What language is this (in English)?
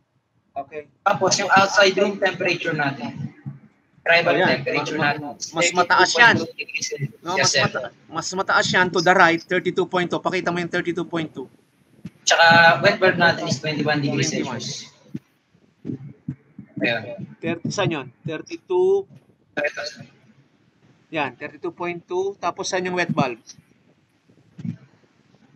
Filipino